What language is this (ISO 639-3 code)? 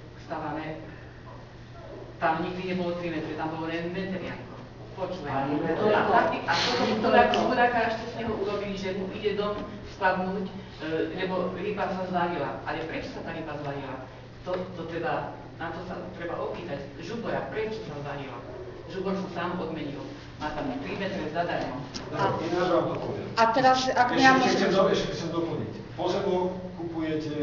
slk